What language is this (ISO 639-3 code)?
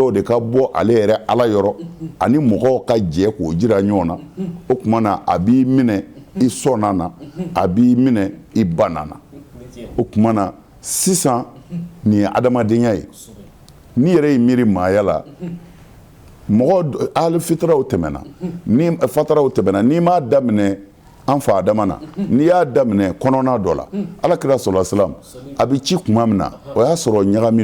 bam